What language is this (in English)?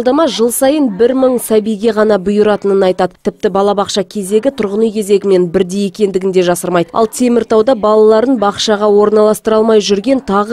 Kazakh